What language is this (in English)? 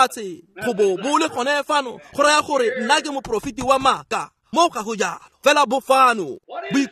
Tswana